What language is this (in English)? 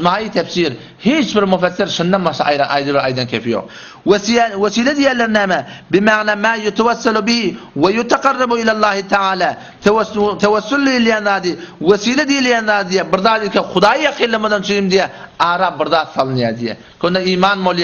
Turkmen